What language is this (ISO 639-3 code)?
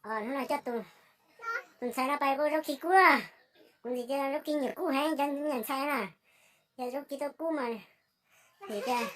hmn